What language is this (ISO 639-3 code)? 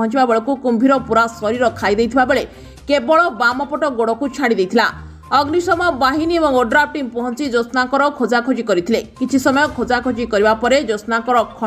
ori